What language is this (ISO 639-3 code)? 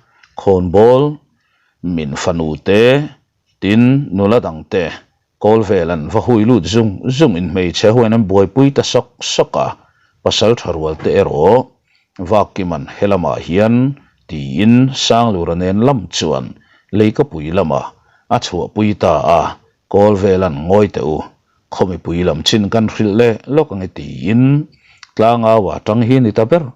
lus